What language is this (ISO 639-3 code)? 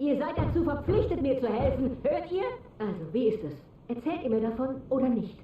bar